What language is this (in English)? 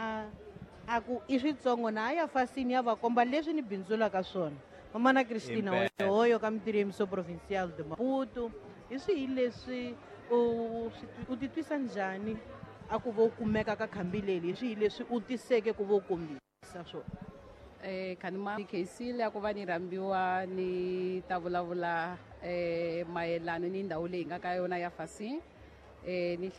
Tsonga